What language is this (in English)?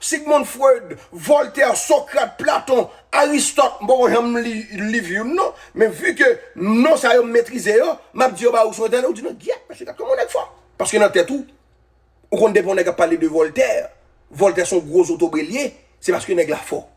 Haitian Creole